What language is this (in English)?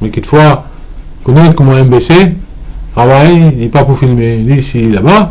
Morisyen